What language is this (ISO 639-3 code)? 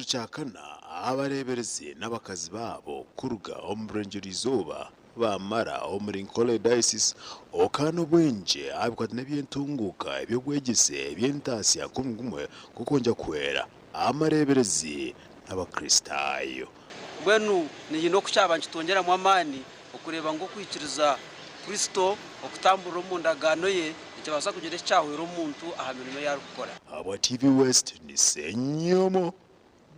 nyn